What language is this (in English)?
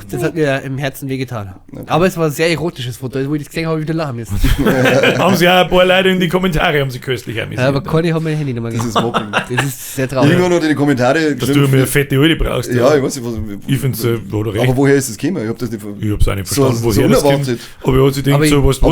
Bavarian